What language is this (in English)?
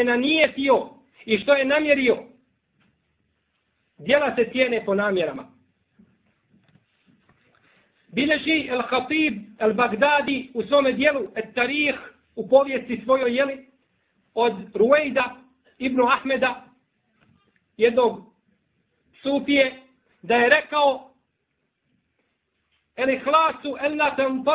Bosnian